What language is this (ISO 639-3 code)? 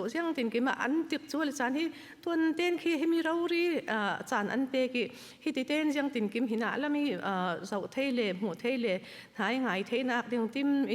cfm